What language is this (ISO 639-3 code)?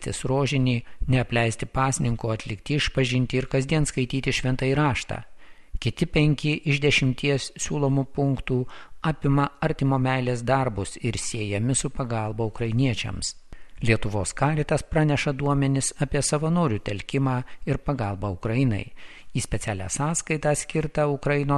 lit